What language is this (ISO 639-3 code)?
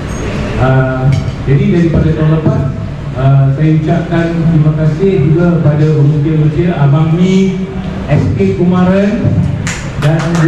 msa